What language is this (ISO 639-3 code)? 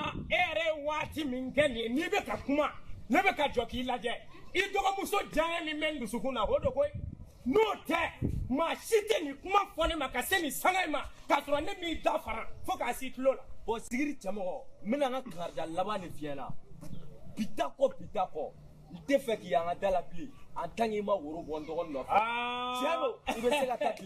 bam